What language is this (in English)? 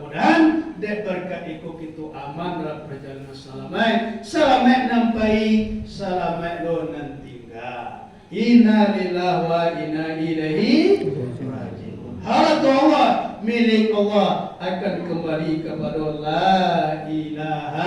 Minangkabau